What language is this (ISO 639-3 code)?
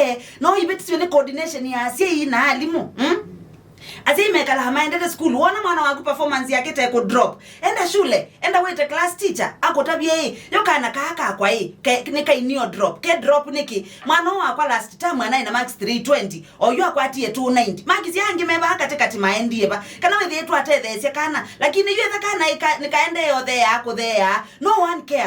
kam